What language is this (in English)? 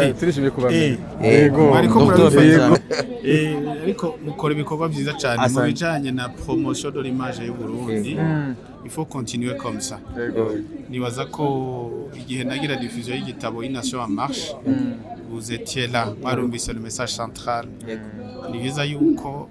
Rundi